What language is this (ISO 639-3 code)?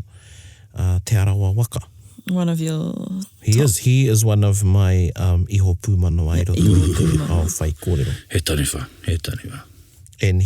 mri